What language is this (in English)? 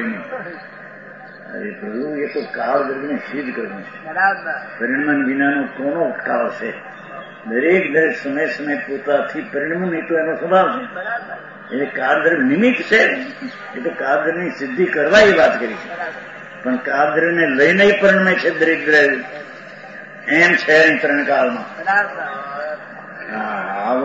Gujarati